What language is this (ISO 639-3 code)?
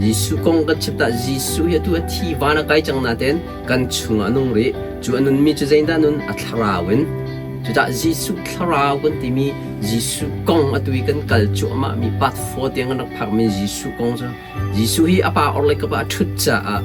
cnh